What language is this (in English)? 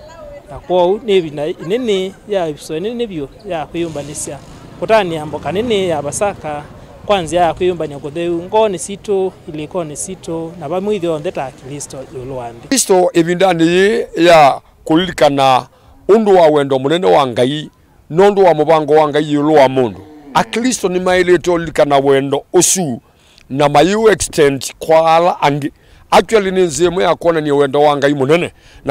Kamba